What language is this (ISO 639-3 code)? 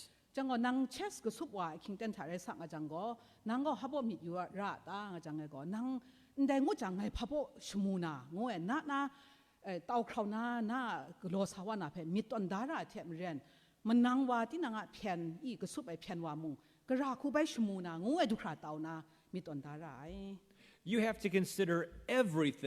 kac